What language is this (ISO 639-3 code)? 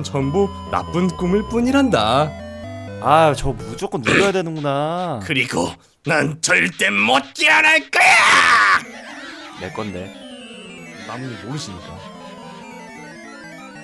kor